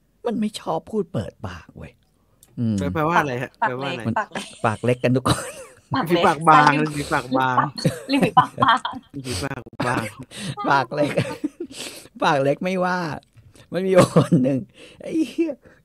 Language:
Thai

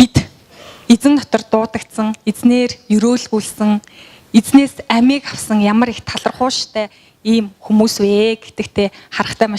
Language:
Mongolian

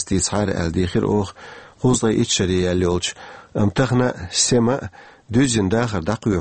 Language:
Chechen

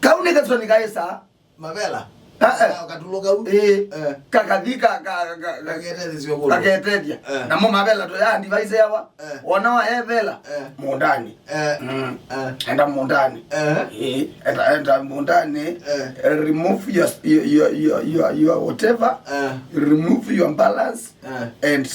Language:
Kamba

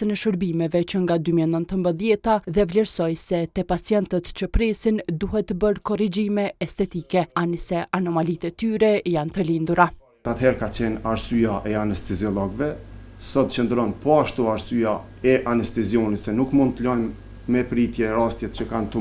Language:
Albanian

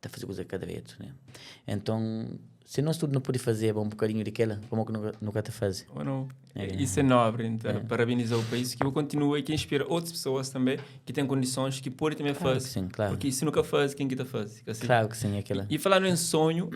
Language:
Kabuverdianu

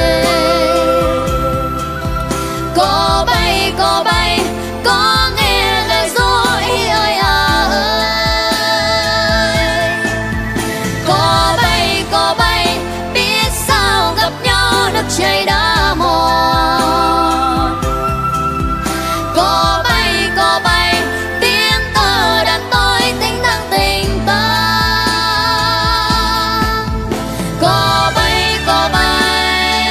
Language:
Vietnamese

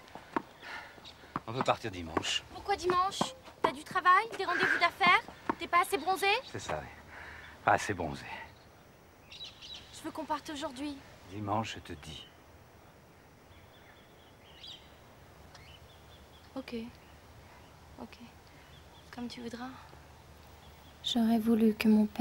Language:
French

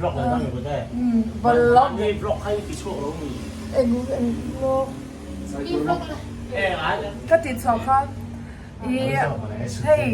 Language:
Mizo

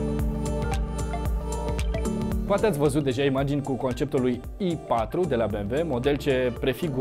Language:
Romanian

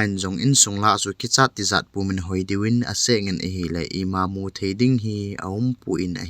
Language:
Thado Chin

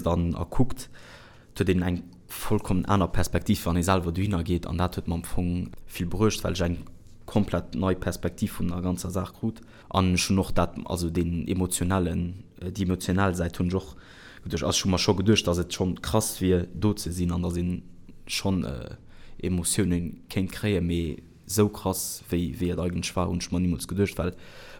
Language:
Luxembourgish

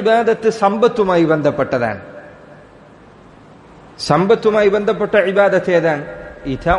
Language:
Malayalam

